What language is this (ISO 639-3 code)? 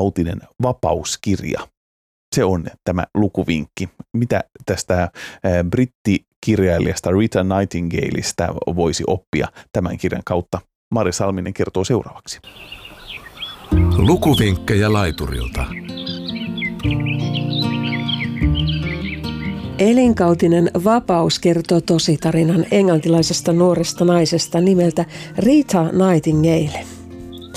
fin